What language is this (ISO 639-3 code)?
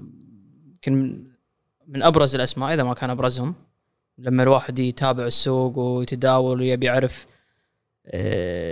afb